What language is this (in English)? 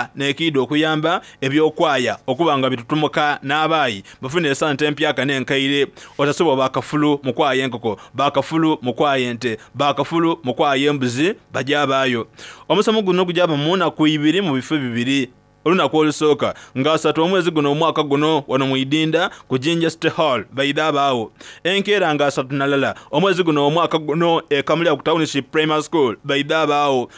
Soga